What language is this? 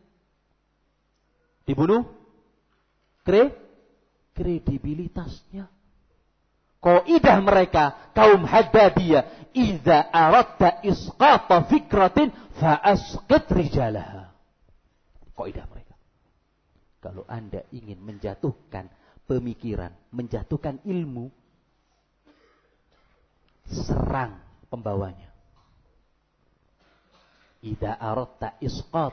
Indonesian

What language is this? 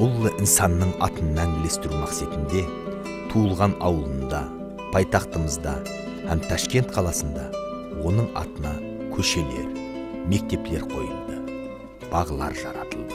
Kara-Kalpak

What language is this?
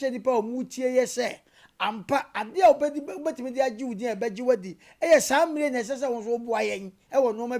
Akan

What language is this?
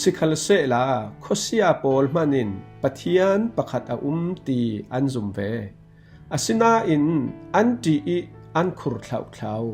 Falam Chin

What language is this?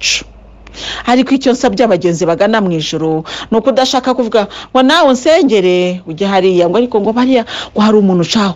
Kinyarwanda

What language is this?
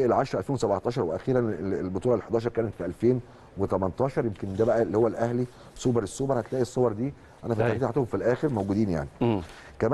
Egyptian Arabic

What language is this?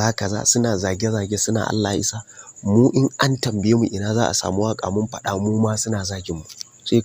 Hausa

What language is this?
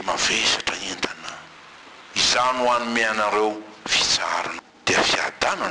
Malagasy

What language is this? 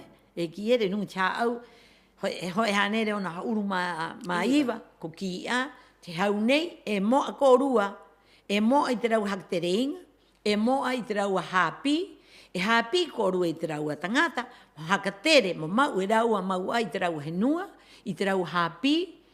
Rapanui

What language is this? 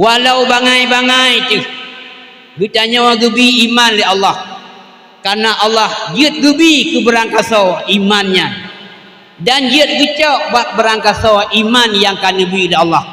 Achinese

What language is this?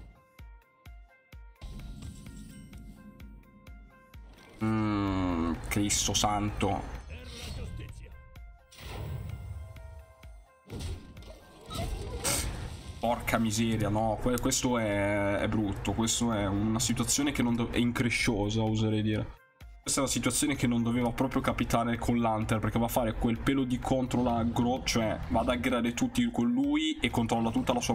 Italian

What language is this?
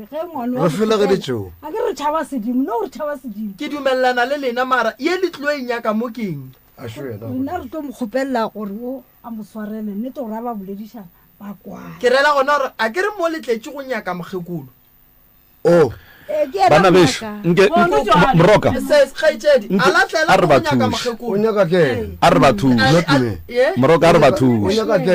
Northern Sotho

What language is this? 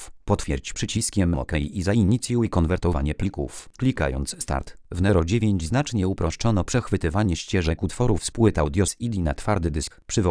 Polish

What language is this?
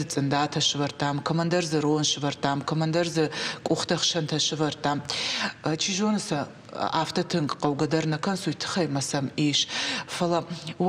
Ossetic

